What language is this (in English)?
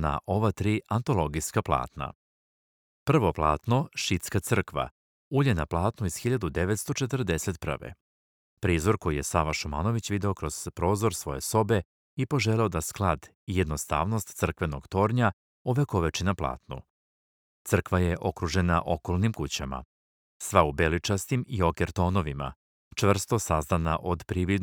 Serbian